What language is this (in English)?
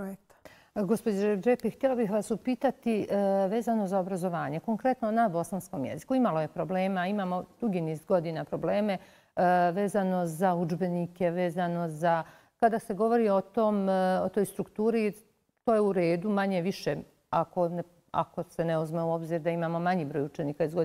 Bosnian